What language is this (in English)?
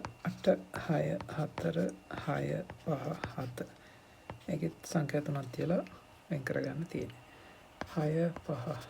Sinhala